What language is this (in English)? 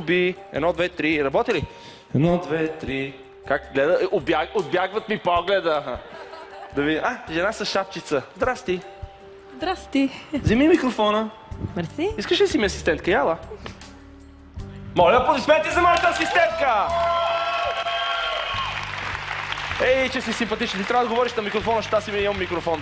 Bulgarian